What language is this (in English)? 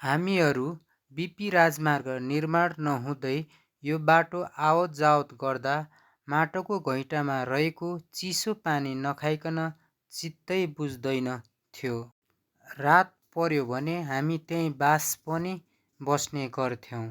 Nepali